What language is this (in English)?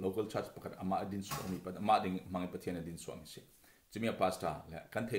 Falam Chin